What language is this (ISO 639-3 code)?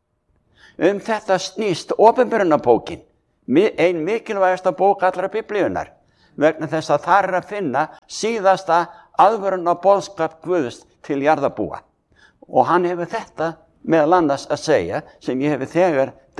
isl